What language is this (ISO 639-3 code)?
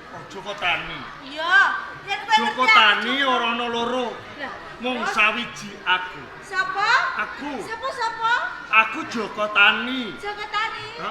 jav